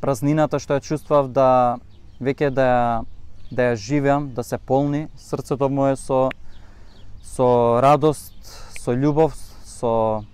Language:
Macedonian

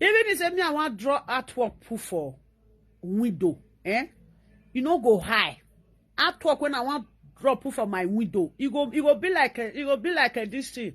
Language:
Nigerian Pidgin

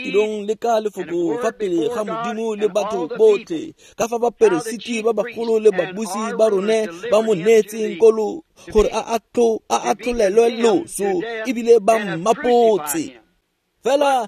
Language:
Tswana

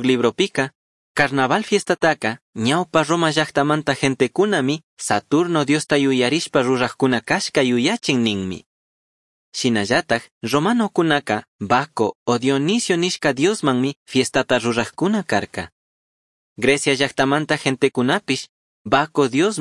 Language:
Chimborazo Highland Quichua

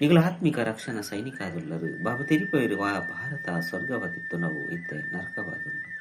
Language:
Tulu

